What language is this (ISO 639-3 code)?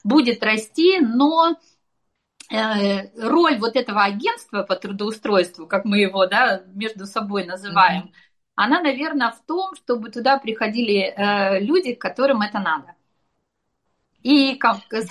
rus